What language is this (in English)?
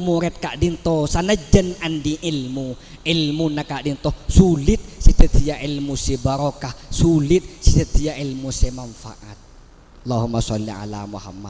Madurese